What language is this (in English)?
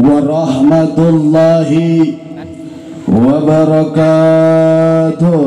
Sundanese